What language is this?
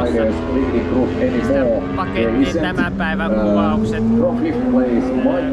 Finnish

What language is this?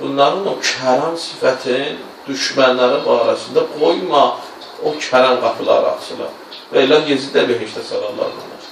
Azerbaijani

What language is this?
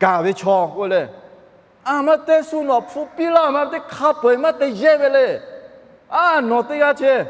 Lahu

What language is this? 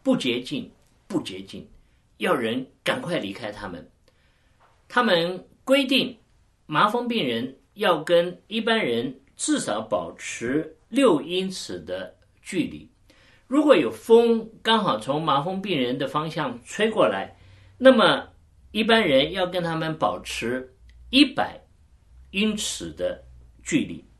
Chinese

